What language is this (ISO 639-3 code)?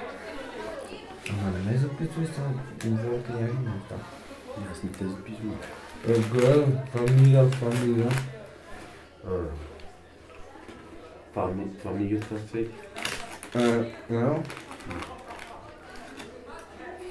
bul